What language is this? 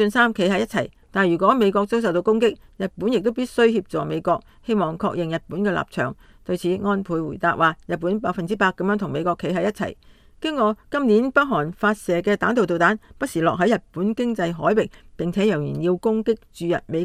Cantonese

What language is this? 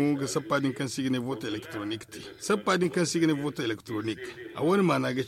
Zarma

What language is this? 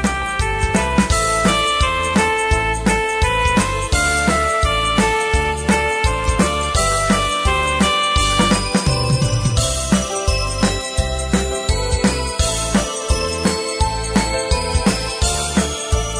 Akha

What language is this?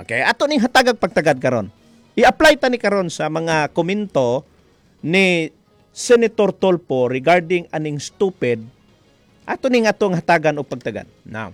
Cebuano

